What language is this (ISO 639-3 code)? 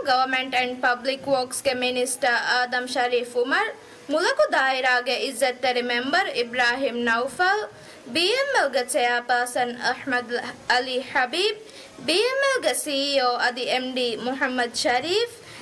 div